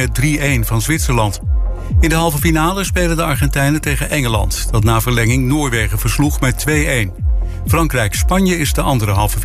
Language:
Dutch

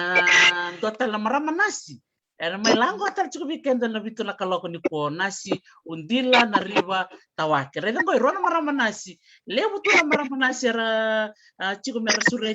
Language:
Fijian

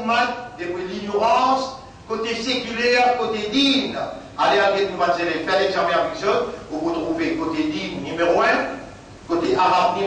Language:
Morisyen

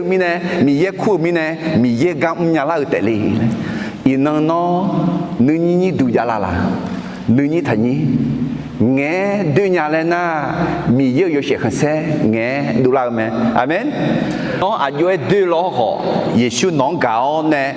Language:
Akha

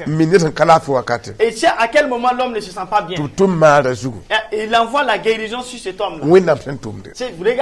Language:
Mossi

